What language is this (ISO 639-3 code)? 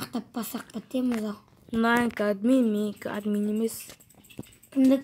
kaz